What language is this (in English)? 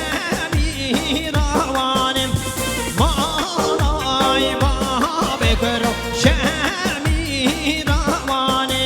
Kurdish